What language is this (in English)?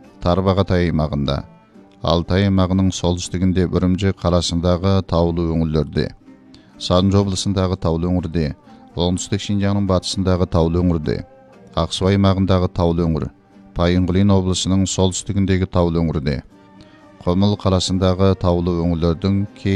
Kazakh